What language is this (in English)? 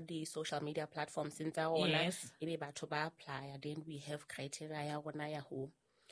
Southern Sotho